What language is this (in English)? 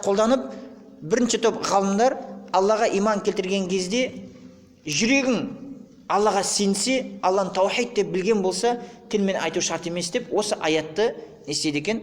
Kazakh